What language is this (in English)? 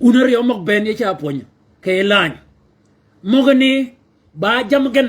Shilluk